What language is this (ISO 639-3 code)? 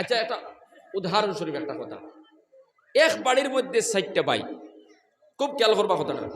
syl